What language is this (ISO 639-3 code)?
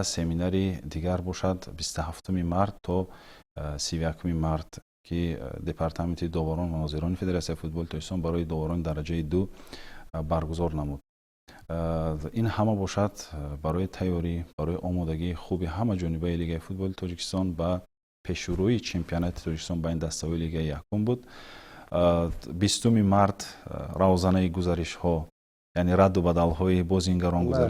tgk